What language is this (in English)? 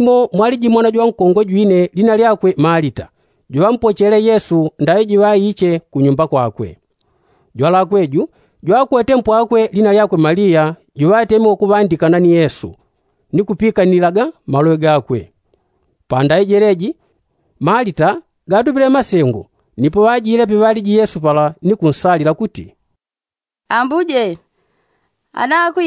Yao